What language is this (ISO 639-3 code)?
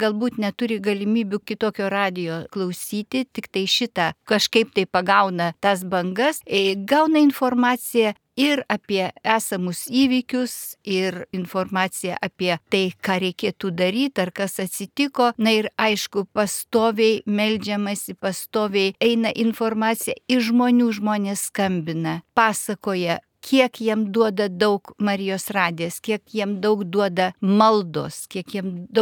lit